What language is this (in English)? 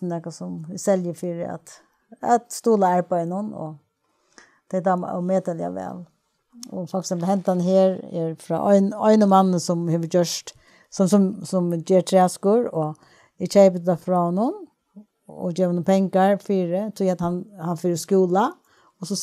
Faroese